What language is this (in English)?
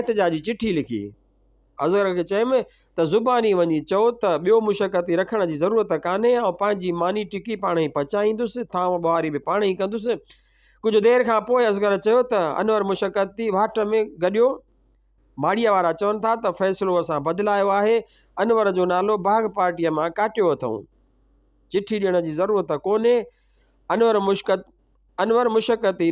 Sindhi